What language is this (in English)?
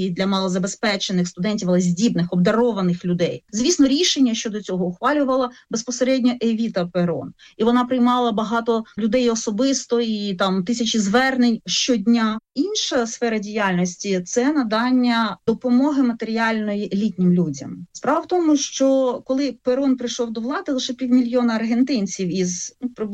Ukrainian